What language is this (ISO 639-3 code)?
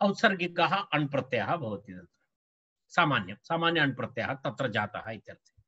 san